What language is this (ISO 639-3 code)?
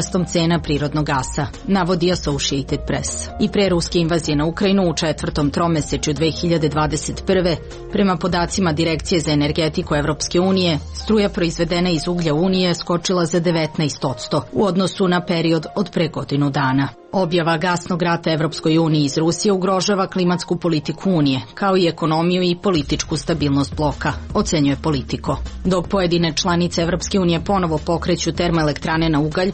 srp